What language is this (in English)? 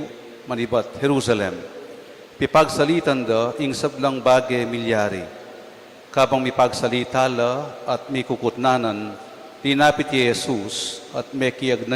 Pampanga